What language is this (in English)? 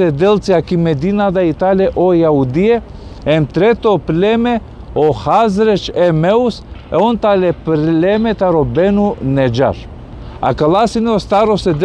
Balkan Romani